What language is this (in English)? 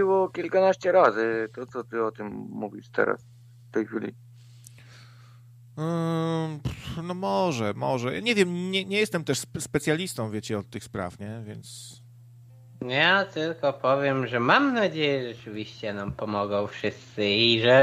Polish